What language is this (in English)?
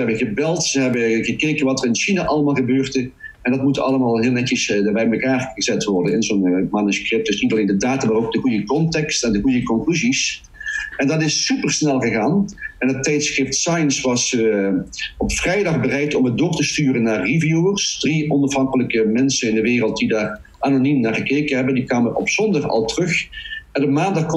Dutch